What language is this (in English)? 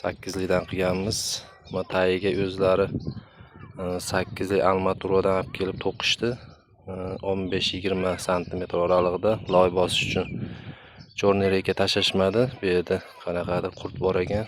Uzbek